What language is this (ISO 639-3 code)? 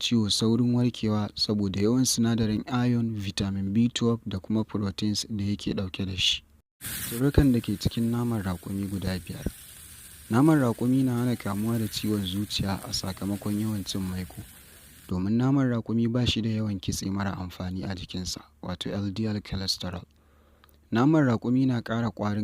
hau